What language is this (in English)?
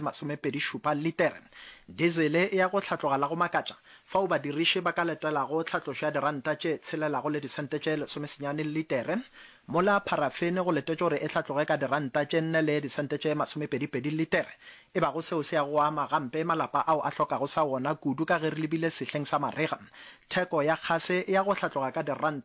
Northern Sotho